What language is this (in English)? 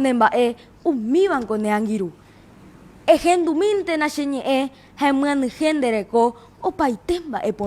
Guarani